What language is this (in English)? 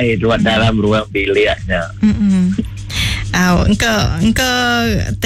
Iban